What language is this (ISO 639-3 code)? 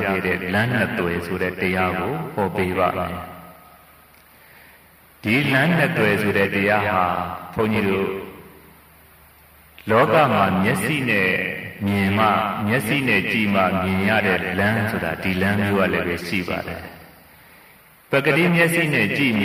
mya